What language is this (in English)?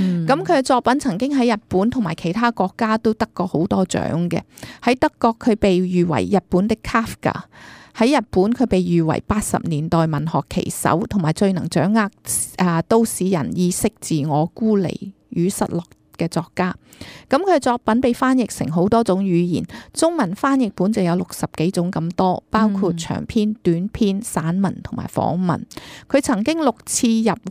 Cantonese